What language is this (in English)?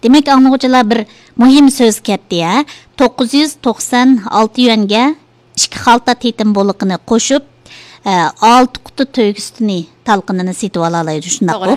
Uyghur